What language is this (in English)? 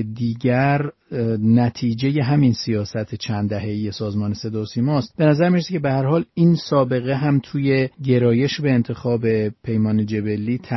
Persian